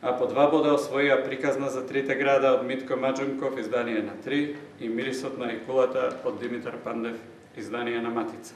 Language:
Macedonian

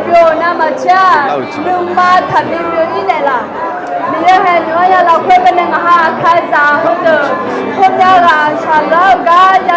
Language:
Akha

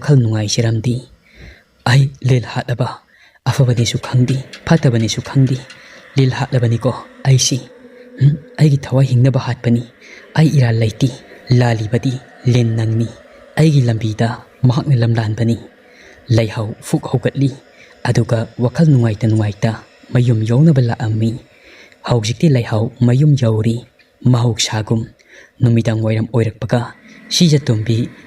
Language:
Manipuri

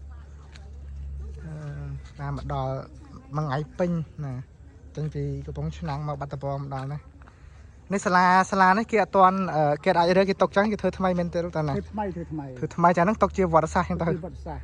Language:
Khmer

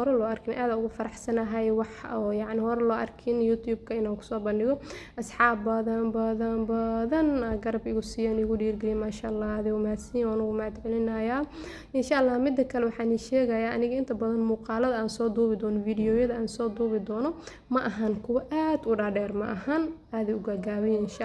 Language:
Somali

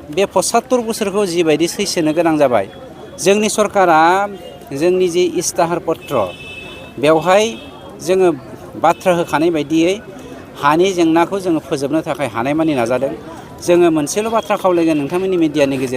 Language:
Bodo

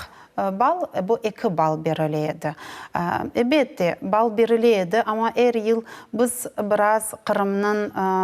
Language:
Crimean Tatar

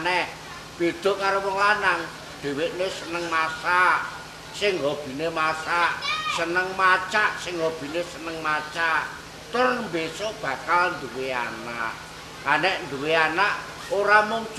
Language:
Javanese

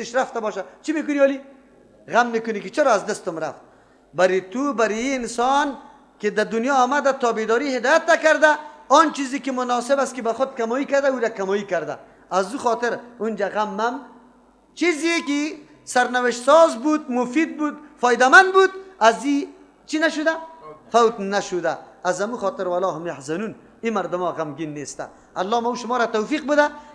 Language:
Persian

